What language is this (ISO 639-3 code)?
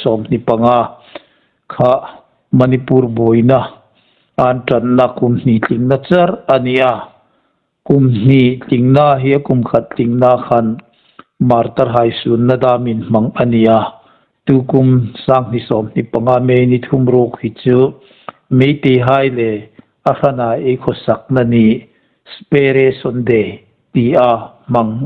hmr